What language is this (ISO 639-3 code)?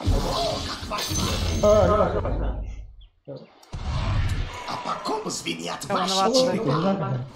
sah